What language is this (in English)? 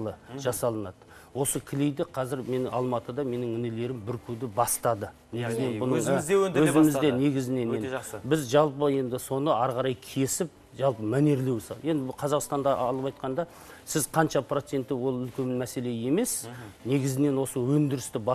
Kazakh